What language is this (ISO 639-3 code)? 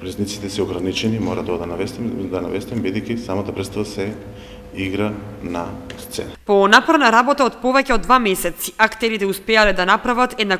mkd